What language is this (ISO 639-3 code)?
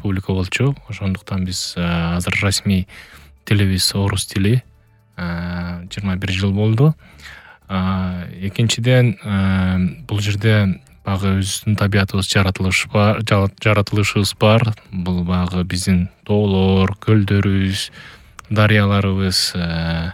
kir